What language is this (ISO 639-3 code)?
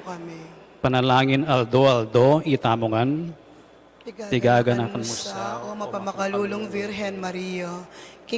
pam